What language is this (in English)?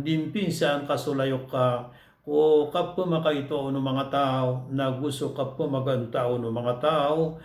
Maranao